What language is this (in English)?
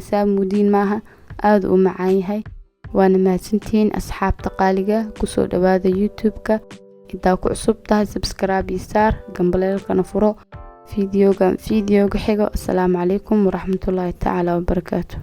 Somali